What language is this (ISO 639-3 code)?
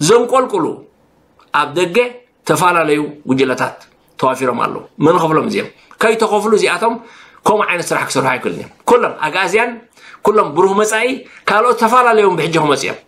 tir